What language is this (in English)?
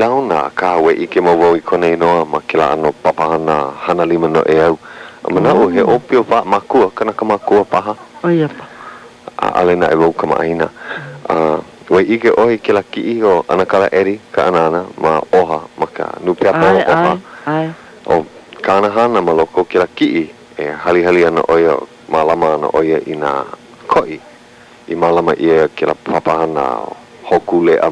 Hawaiian